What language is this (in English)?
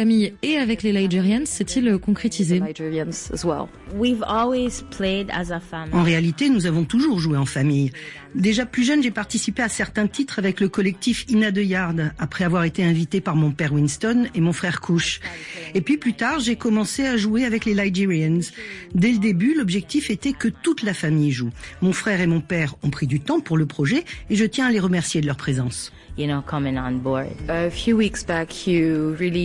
French